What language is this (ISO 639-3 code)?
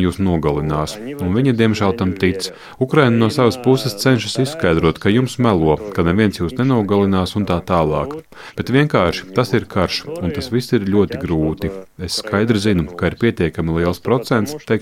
lav